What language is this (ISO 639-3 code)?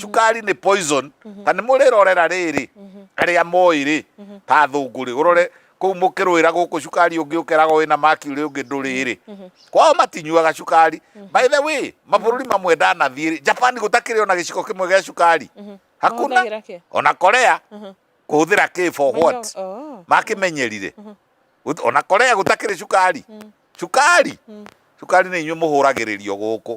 kik